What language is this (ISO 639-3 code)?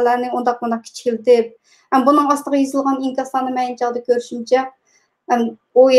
uig